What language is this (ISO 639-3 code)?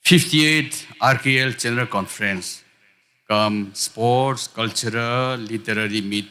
nmf